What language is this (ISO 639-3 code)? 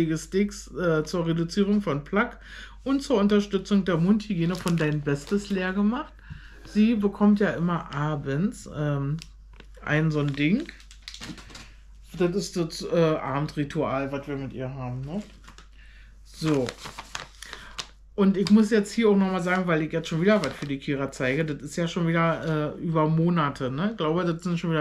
deu